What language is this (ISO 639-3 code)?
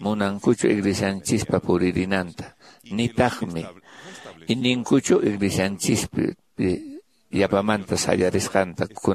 que